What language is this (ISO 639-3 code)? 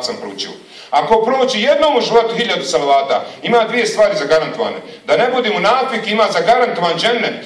bos